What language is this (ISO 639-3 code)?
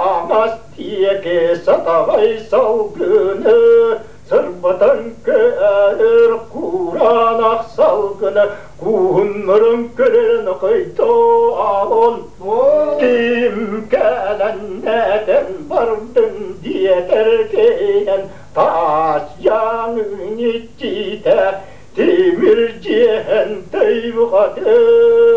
sah